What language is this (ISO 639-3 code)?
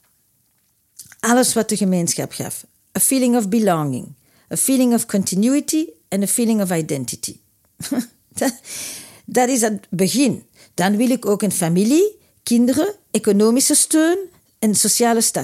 nld